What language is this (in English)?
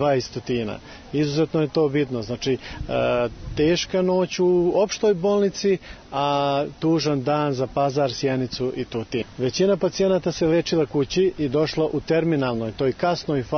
Serbian